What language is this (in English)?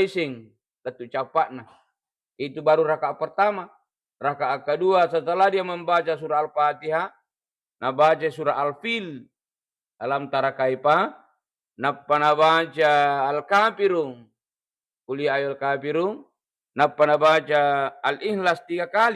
Buginese